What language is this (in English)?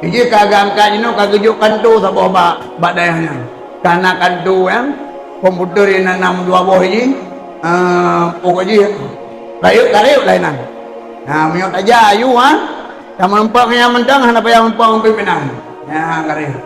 Achinese